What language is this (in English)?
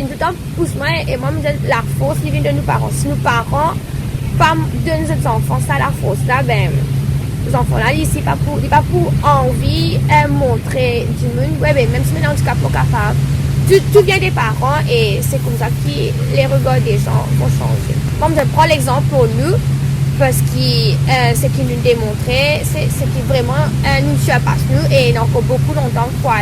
Morisyen